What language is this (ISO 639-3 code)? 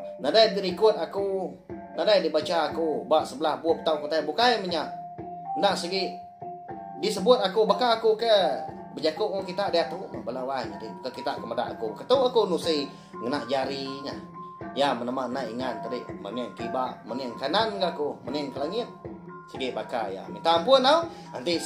iba